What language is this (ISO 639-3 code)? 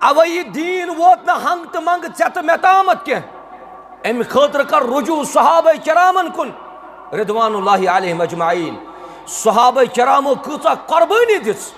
kas